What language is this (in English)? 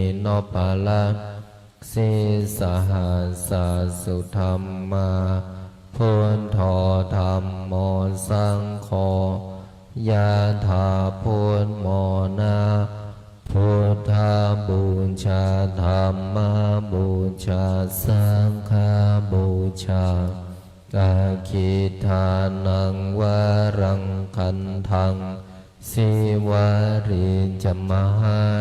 Pali